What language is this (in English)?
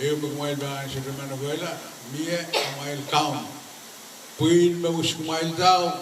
Pohnpeian